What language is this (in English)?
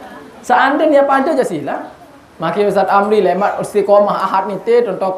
Sasak